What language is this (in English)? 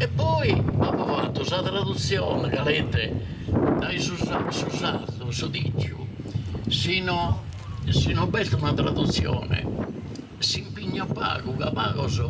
Sardinian